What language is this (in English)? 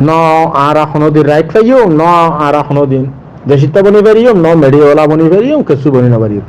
Rohingya